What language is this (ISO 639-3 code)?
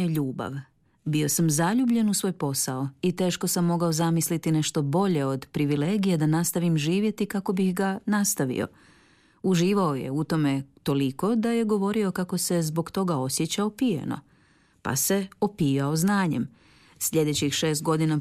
hrv